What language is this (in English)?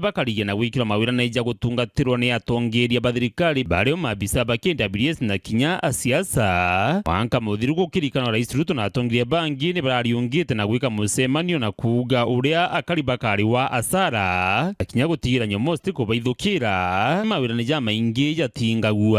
Meru